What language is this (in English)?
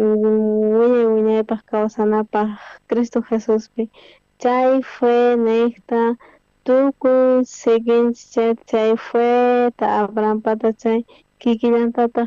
South Bolivian Quechua